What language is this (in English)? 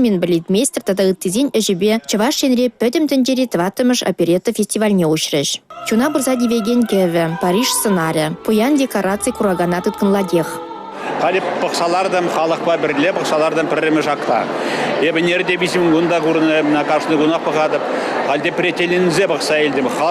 Chuvash